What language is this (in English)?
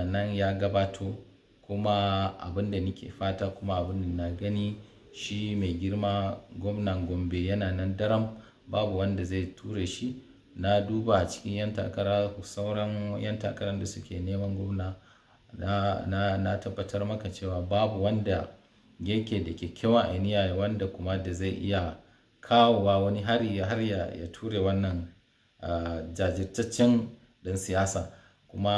Hausa